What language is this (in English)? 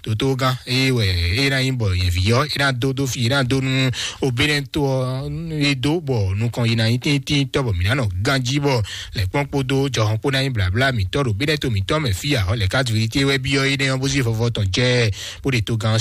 Fon